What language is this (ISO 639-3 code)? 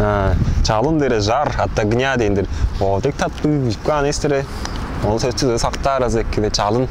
tyv